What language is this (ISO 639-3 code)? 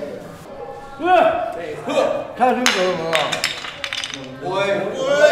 nan